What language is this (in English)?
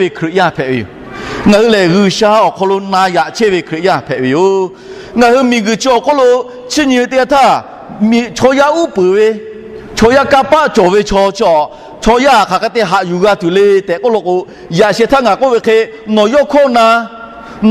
Lahu